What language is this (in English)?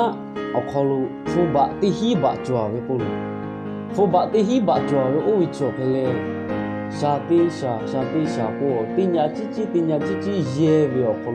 Lahu